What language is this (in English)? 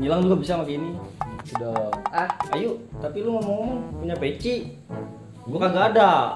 Betawi